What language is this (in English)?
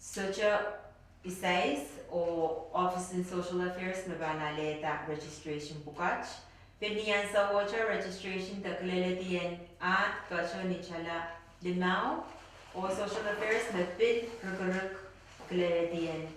Pohnpeian